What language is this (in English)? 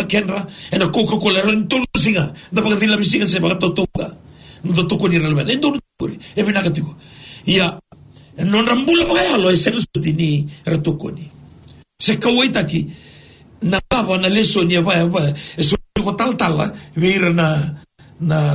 Fijian